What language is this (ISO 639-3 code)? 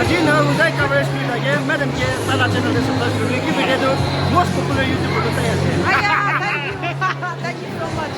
nag